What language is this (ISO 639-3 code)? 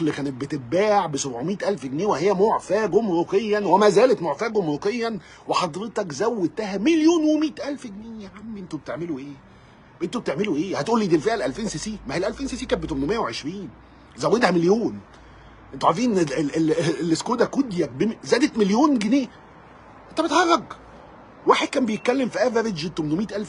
arz